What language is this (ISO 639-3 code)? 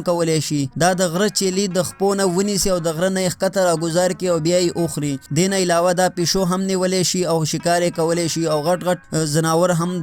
pus